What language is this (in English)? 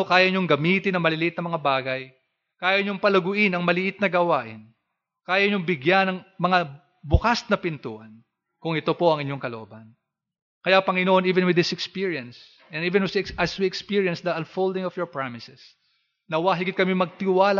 Filipino